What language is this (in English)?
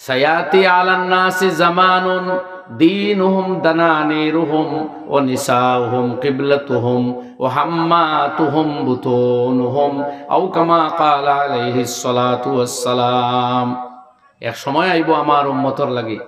Sylheti